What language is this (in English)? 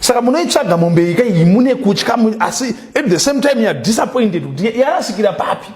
Shona